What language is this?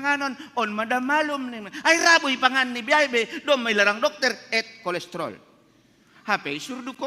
Batak Simalungun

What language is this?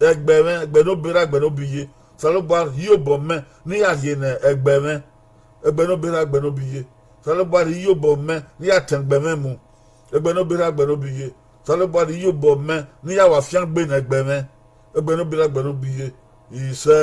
Bini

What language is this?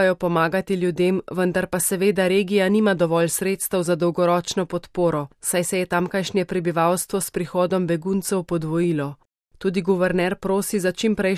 Slovenian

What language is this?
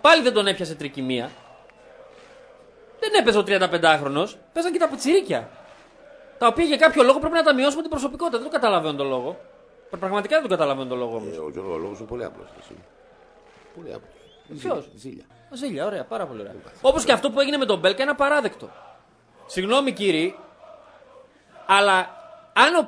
Greek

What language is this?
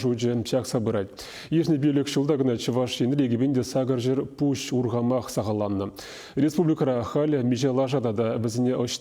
Chuvash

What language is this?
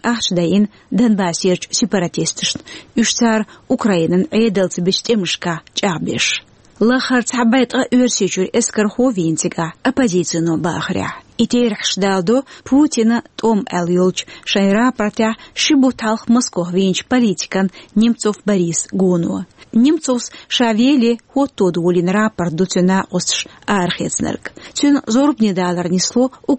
Chechen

